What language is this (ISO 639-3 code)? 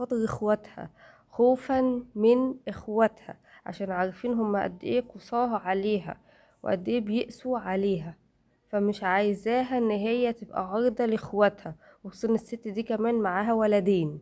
arz